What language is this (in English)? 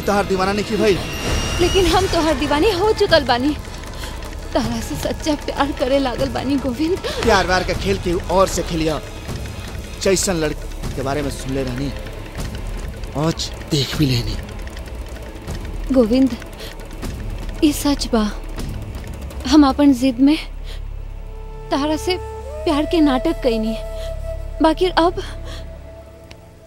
Bhojpuri